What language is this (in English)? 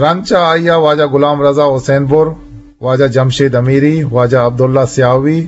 Eastern Balochi